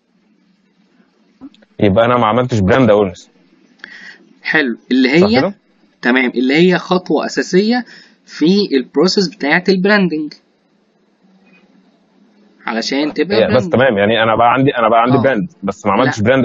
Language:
Egyptian Arabic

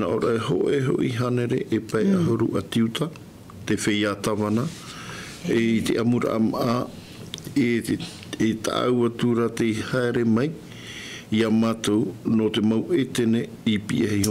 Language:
Tahitian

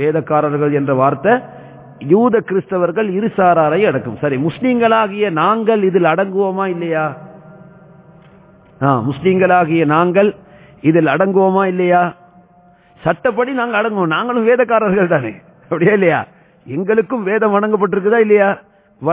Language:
Tamil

